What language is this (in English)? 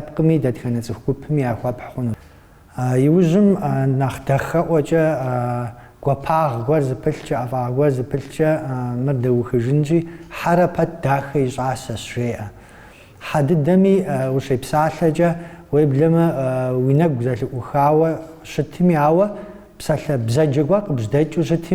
Kabardian